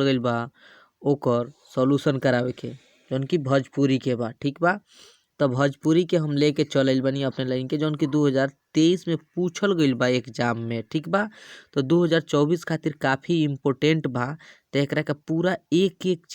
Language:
Bhojpuri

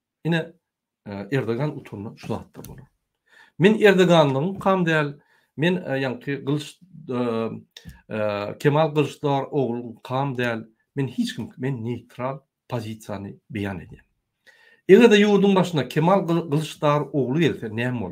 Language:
Turkmen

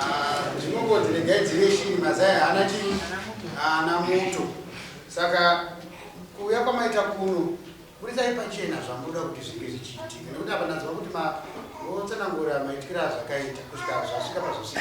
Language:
Shona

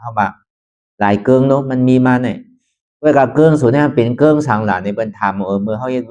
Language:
Shan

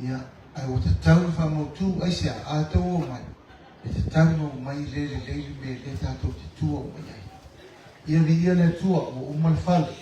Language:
Samoan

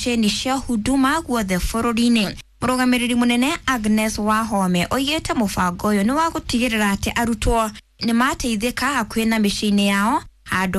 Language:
Kikuyu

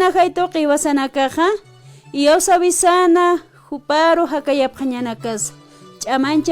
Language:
Aymara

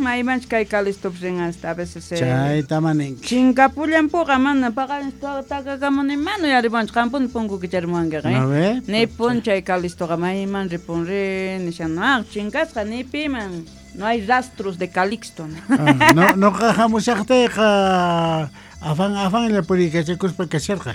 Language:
South Bolivian Quechua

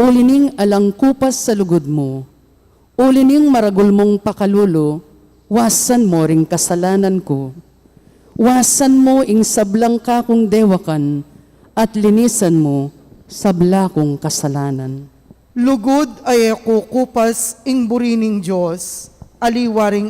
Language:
Pampanga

